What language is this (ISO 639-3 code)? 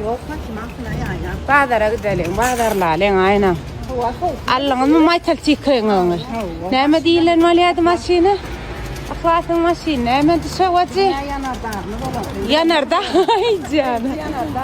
tuk